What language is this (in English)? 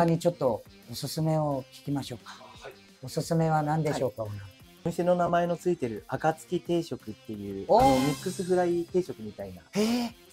Japanese